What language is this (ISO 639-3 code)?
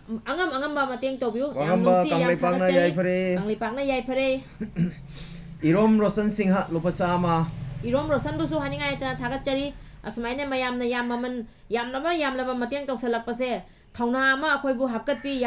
mni